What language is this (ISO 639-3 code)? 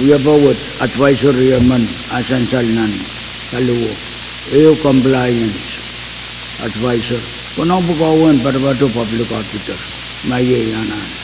pon